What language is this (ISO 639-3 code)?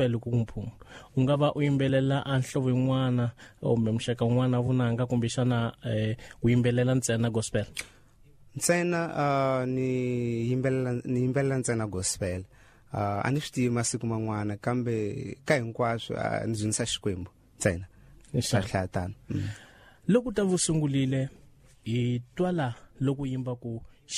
tso